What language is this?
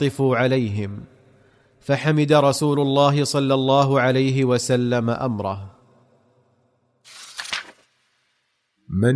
Arabic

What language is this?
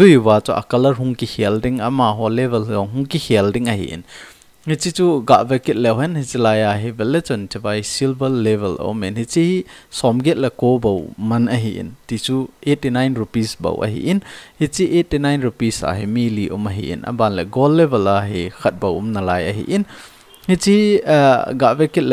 Thado Chin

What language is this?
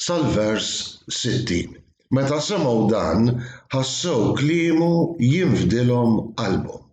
Maltese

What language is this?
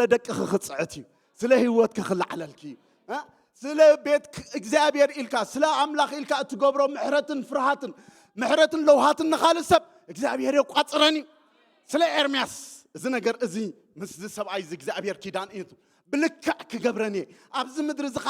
Tigrinya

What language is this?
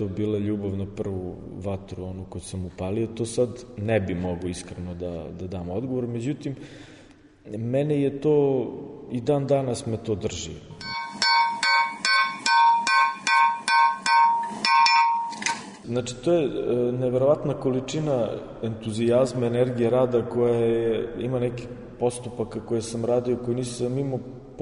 Serbian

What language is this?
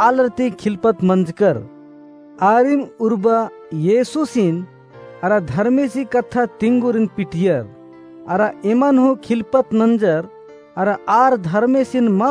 Kurukh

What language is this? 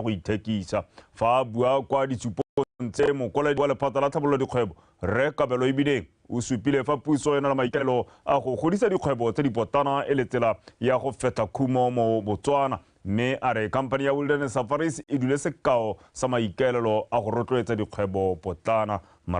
Tswana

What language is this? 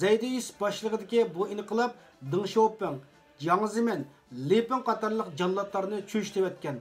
Uyghur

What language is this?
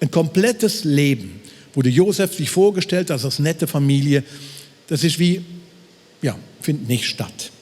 Swiss German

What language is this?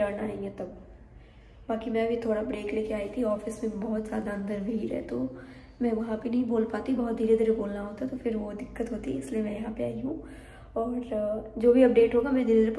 Hindi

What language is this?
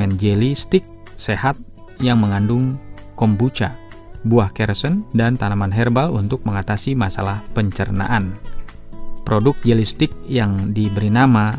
Indonesian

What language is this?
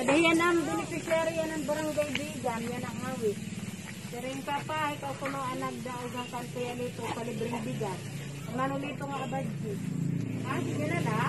Waray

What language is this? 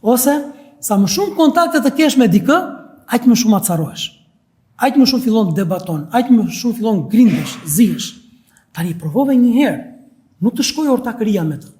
Albanian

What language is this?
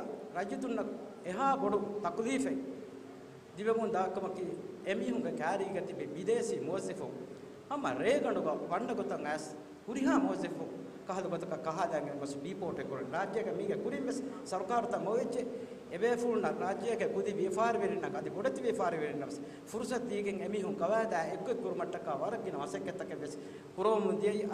Divehi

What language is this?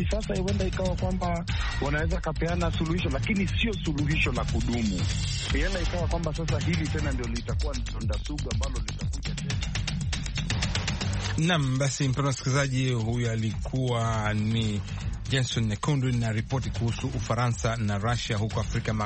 Swahili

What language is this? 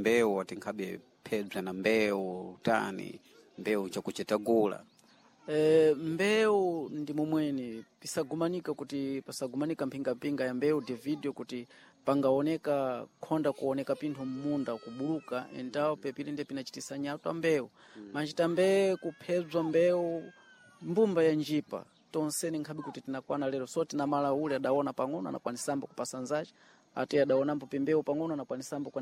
Sena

